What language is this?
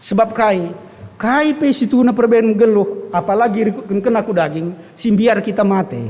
Batak Karo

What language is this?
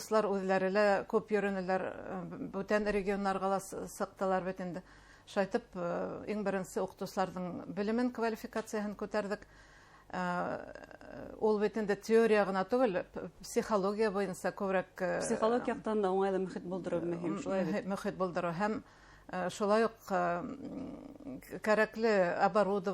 Bashkir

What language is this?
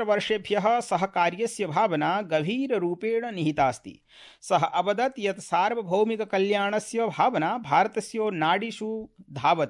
Sanskrit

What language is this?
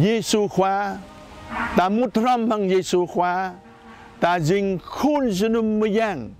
Jarai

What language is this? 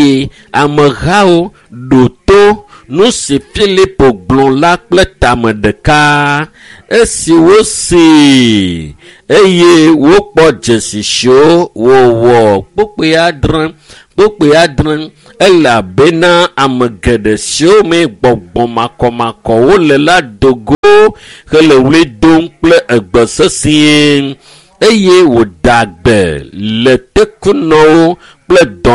Ewe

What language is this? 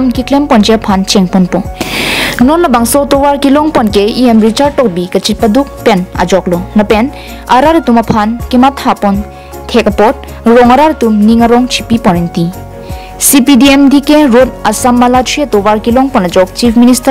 Karbi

